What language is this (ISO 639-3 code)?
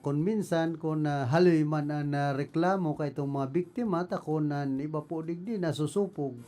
bik